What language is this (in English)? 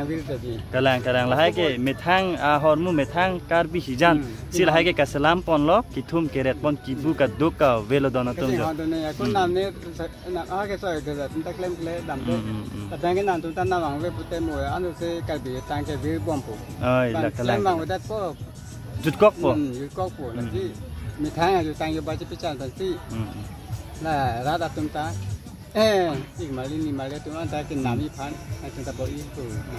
Karbi